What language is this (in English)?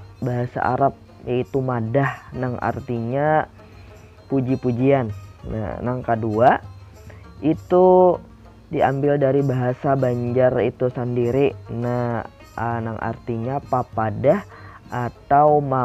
Banjar